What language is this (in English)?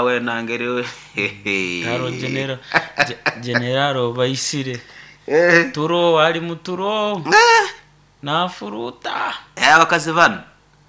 Nyoro